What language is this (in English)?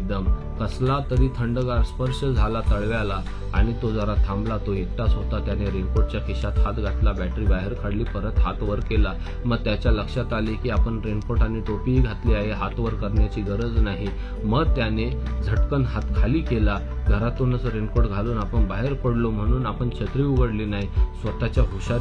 Marathi